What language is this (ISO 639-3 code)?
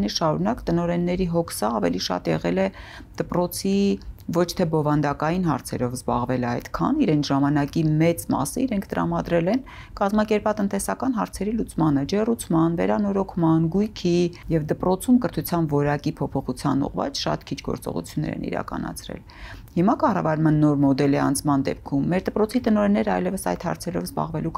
hye